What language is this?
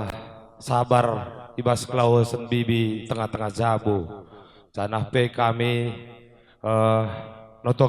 Batak Karo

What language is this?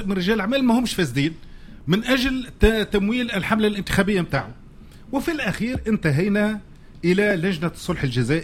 Tunisian Arabic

